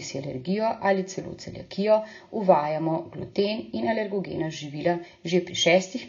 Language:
Slovenian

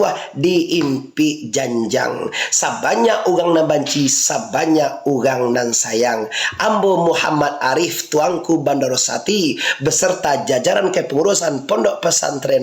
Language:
Minangkabau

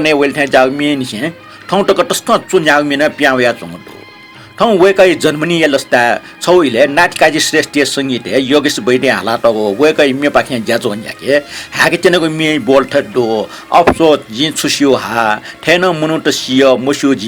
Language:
Newari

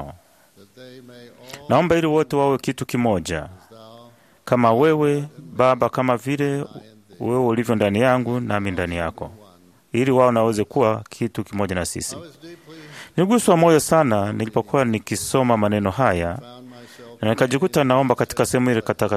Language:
Swahili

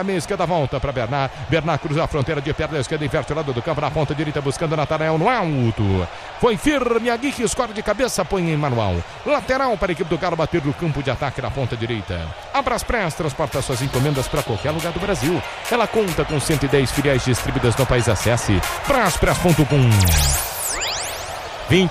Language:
Portuguese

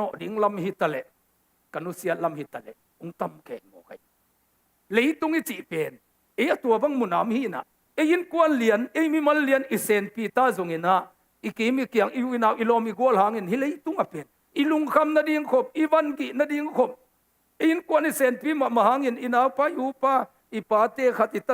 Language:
Tedim Chin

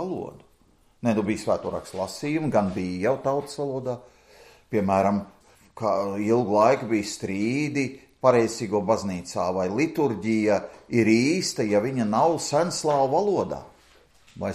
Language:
Latvian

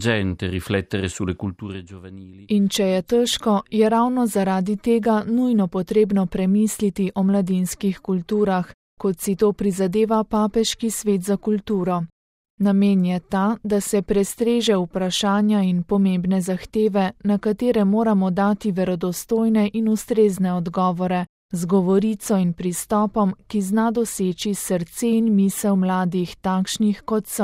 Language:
Slovenian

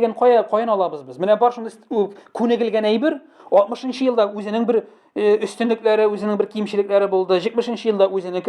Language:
Tatar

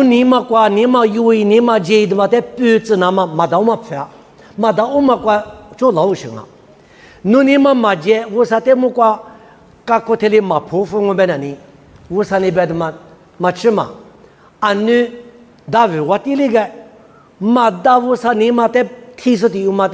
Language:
Lisu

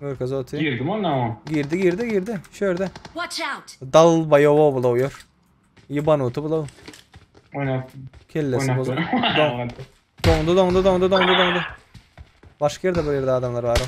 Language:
Turkmen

